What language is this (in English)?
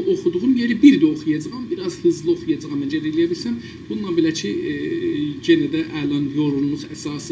South Azerbaijani